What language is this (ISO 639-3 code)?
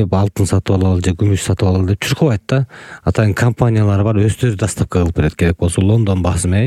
kir